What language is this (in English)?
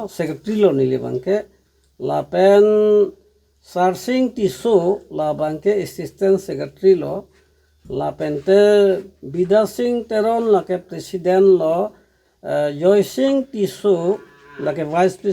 Karbi